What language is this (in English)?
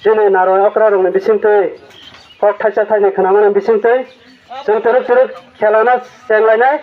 Kok Borok